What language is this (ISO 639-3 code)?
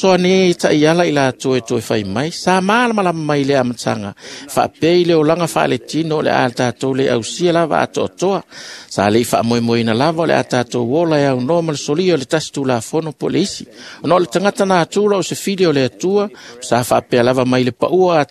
smo